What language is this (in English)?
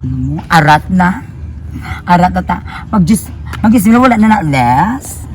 Hiligaynon